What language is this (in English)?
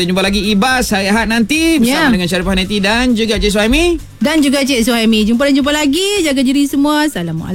Malay